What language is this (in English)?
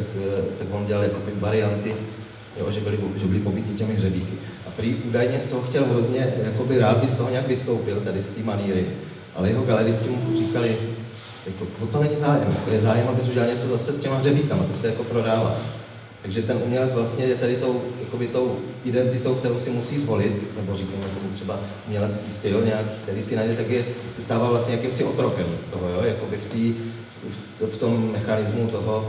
Czech